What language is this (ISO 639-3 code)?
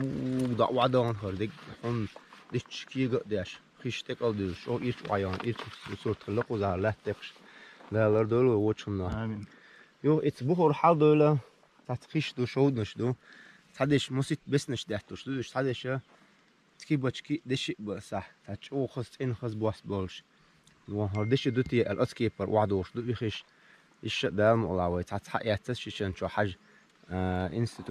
che